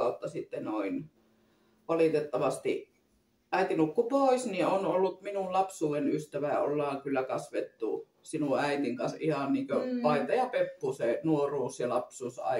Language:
Finnish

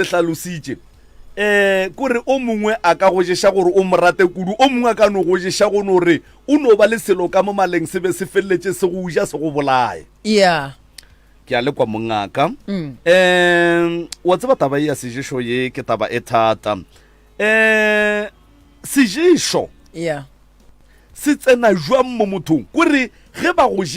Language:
Northern Sotho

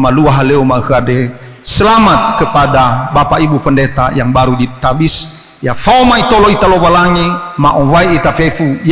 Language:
Nias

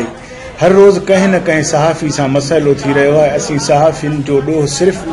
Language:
Sindhi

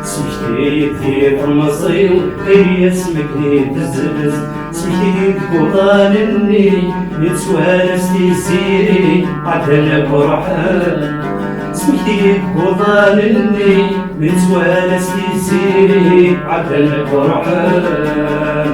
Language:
Kabyle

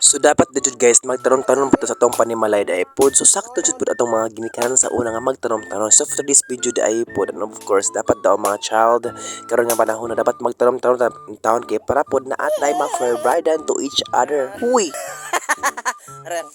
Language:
Cebuano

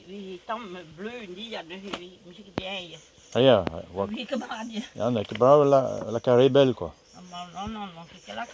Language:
Breton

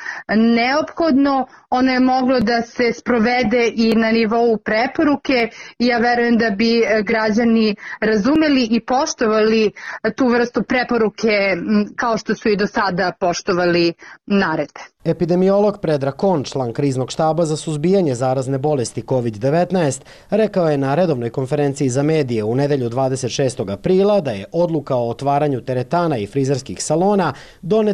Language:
Serbian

